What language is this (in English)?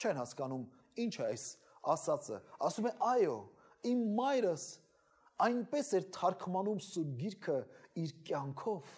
Armenian